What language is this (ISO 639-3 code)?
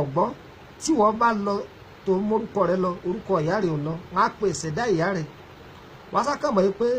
yor